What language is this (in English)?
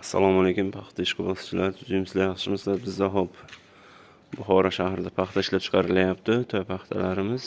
Uzbek